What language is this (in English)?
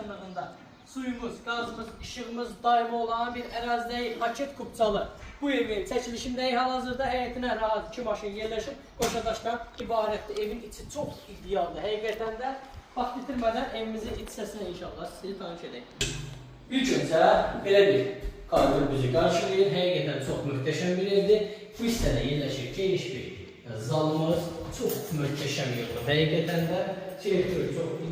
Azerbaijani